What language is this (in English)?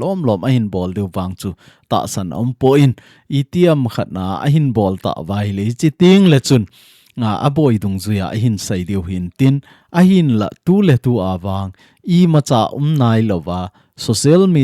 Thado Chin